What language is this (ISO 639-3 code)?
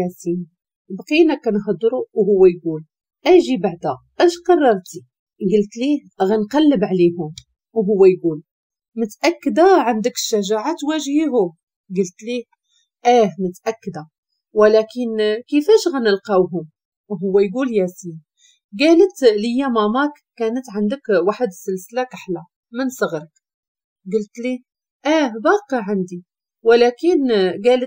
ary